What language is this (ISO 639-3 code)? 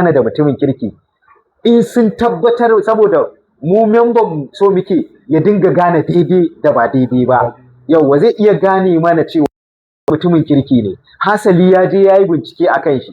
hau